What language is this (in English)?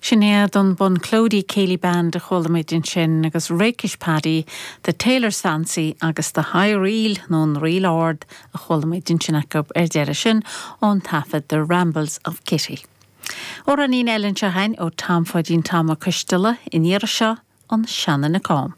Irish